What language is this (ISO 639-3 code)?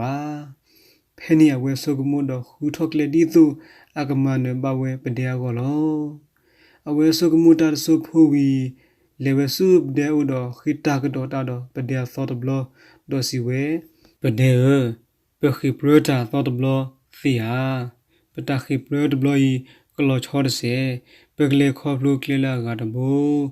ksw